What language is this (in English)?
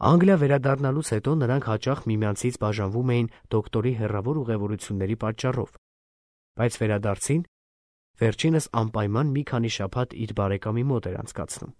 Armenian